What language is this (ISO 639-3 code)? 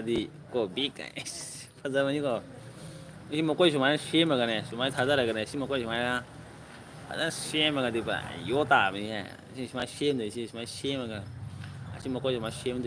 mni